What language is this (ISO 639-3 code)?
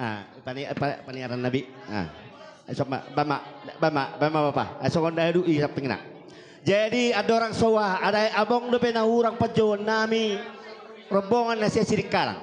bbc